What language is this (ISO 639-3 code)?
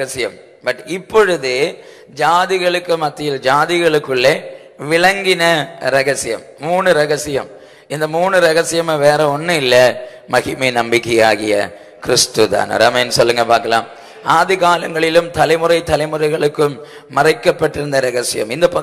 tam